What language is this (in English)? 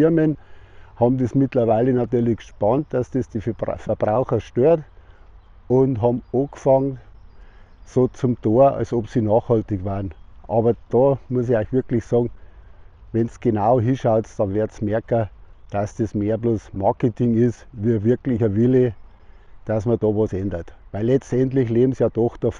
Bavarian